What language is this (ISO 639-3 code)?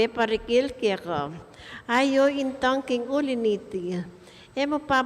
pam